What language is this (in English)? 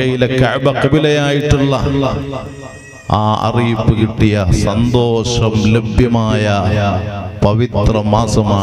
Malayalam